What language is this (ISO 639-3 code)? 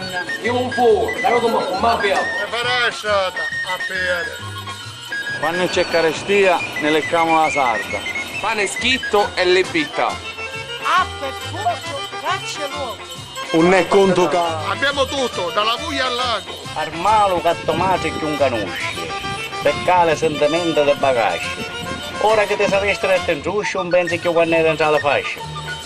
scn